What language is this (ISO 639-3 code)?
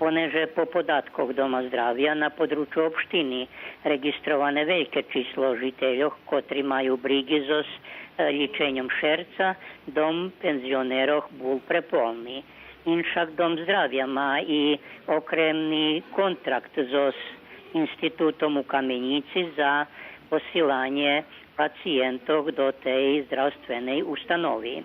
rue